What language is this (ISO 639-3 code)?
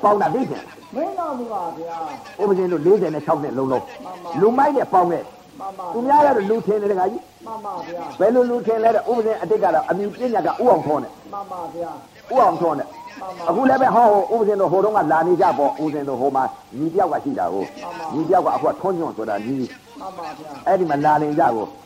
mya